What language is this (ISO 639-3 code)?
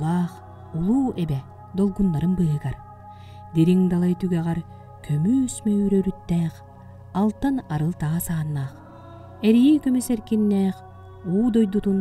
sah